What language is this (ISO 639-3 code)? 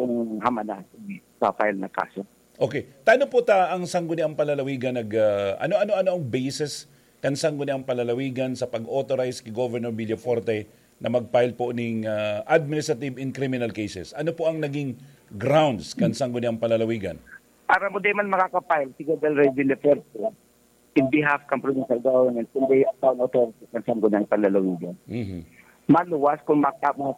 bik